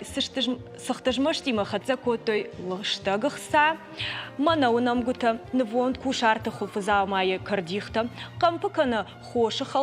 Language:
Ossetic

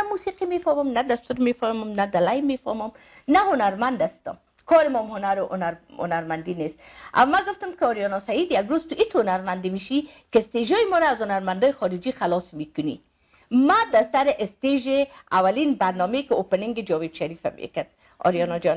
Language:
Persian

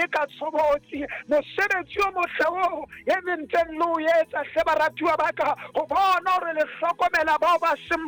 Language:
Southern Sotho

